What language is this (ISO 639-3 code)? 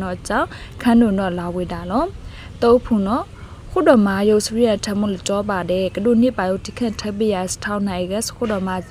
mya